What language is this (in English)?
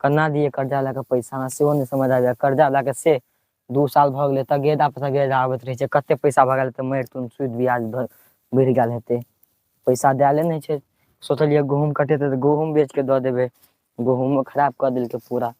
Maithili